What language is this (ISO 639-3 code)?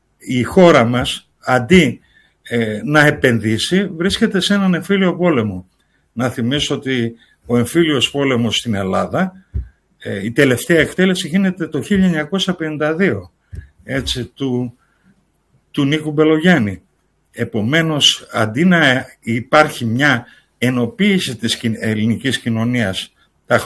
ell